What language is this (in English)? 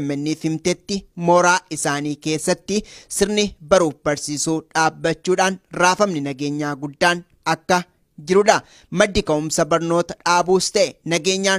Oromo